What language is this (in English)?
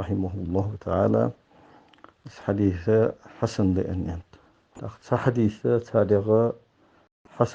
Ingush